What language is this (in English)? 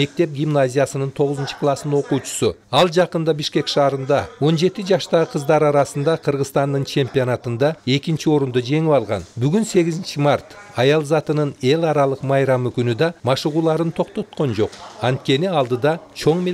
Kyrgyz